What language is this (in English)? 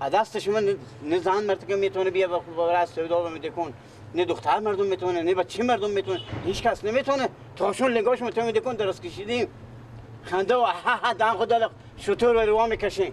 Persian